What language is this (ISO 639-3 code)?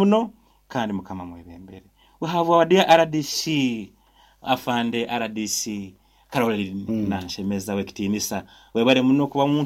nyo